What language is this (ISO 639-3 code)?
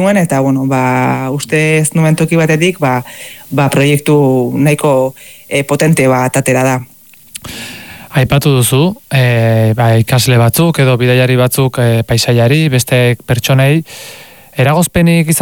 eus